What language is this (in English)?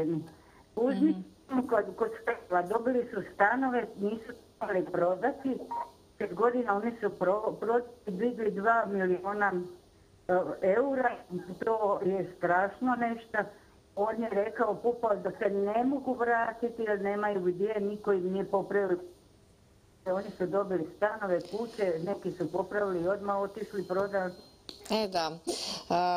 Croatian